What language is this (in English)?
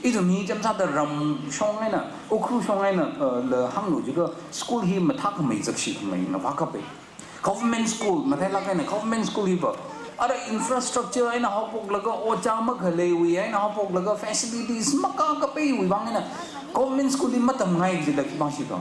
Tangkhul Naga (India)